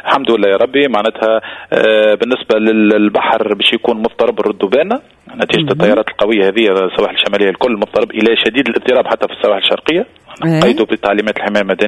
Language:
Tunisian Arabic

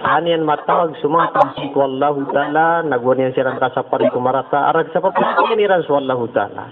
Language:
Maranao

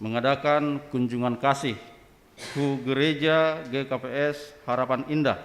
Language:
Batak Simalungun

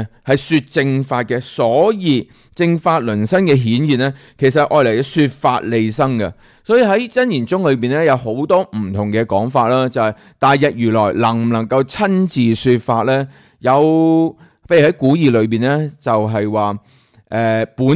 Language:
Cantonese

